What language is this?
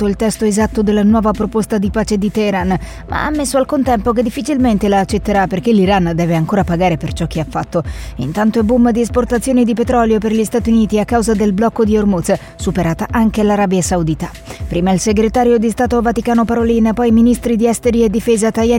Italian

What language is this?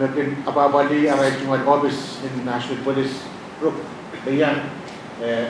Pohnpeian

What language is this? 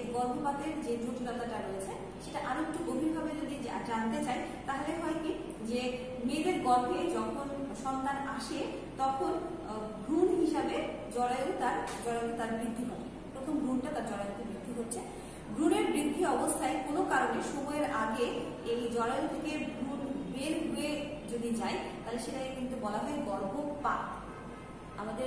Bangla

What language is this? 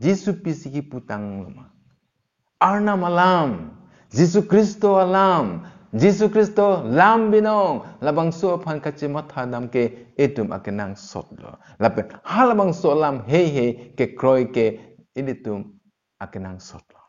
Karbi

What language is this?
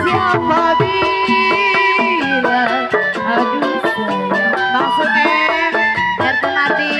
Betawi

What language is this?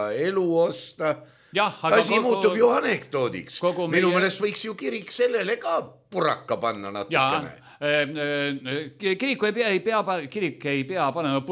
Estonian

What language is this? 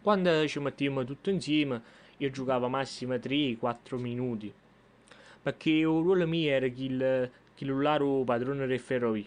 Neapolitan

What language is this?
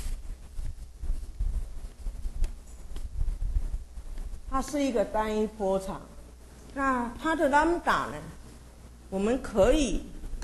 Chinese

